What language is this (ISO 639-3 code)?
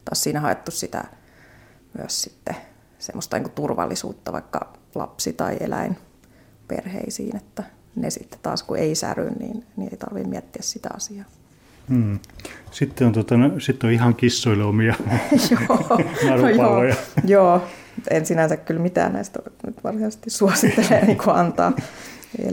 fin